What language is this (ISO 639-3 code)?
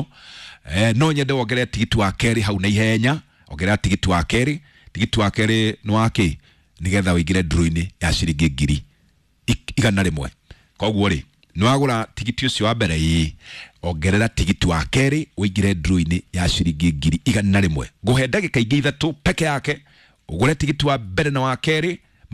kik